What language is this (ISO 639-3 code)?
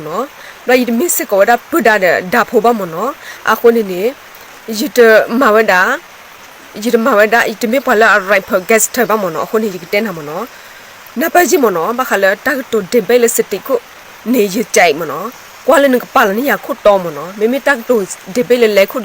ksw